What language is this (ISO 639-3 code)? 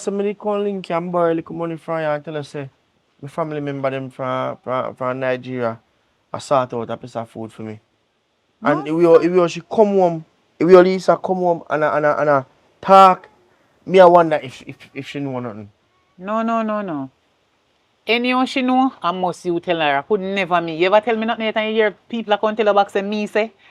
jam